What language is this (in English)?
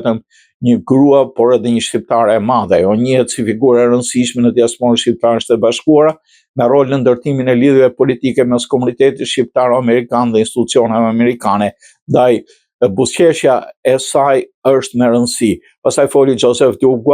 Albanian